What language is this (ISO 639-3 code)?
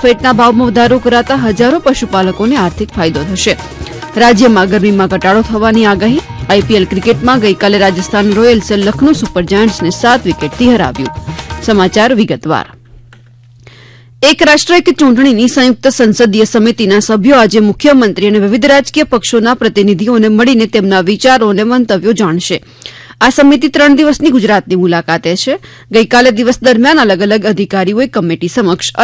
guj